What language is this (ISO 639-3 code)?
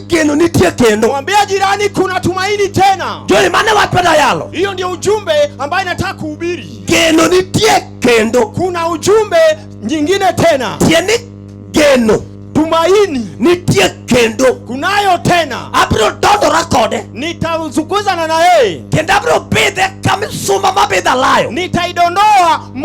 luo